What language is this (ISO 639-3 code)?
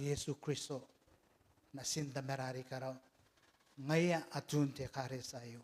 gil